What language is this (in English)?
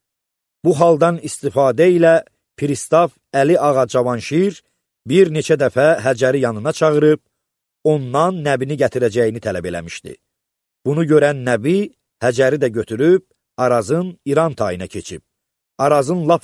Azerbaijani